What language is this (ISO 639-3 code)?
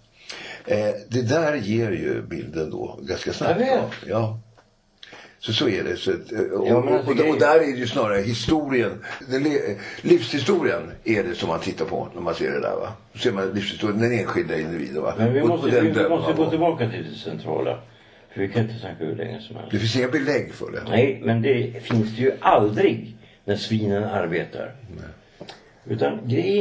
swe